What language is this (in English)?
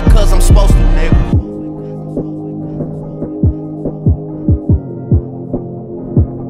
English